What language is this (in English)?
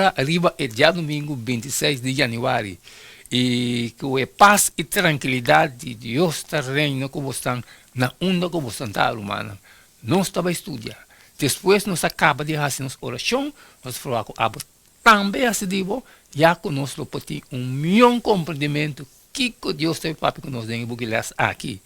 Papiamento